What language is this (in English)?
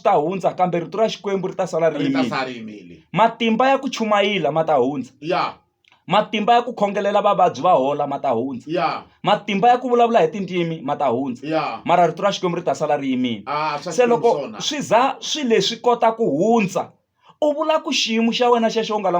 Tsonga